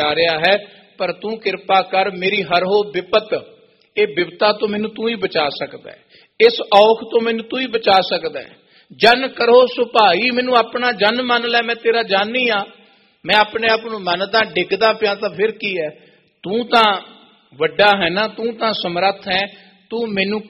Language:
Punjabi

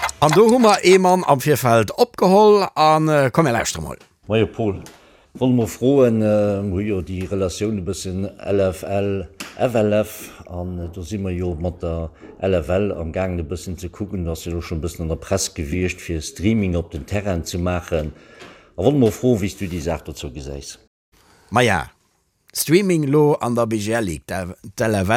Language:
Luxembourgish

